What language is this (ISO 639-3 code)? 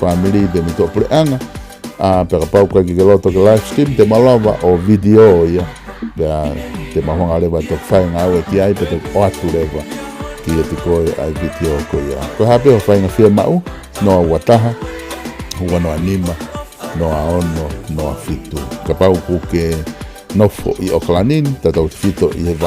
ton